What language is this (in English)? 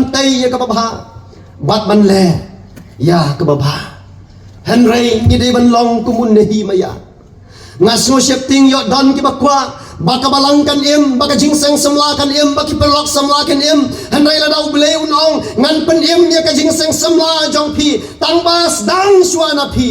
Khasi